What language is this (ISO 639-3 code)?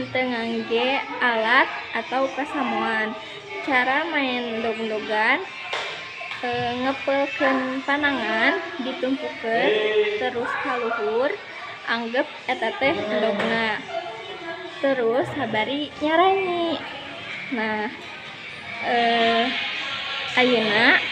sun